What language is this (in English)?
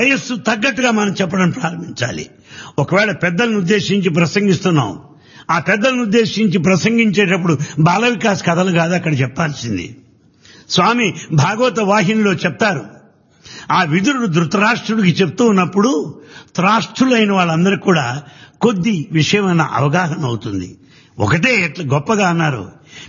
Telugu